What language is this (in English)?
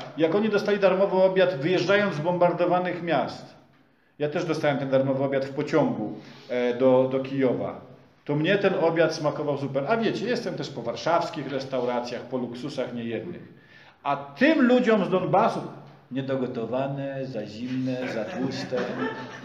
Polish